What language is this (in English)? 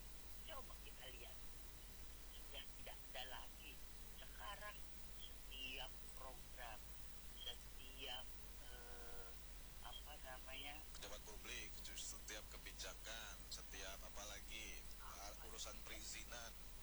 Indonesian